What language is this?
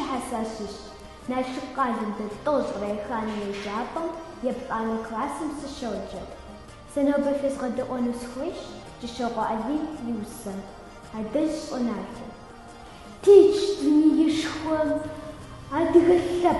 Kabardian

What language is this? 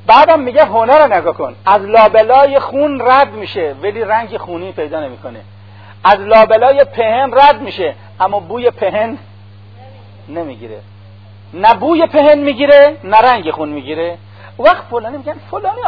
Persian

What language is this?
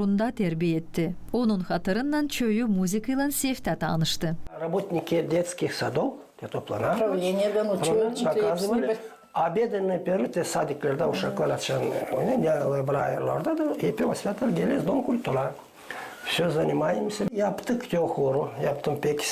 Gagauz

